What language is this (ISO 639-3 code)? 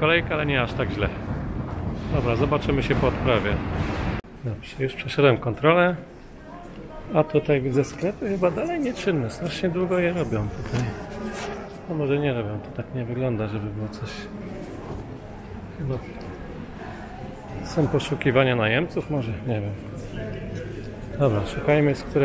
pol